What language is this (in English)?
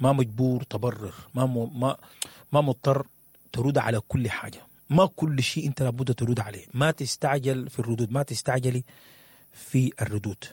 Sudanese Arabic